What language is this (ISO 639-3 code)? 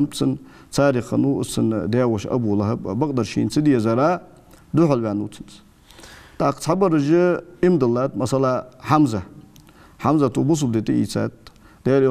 inh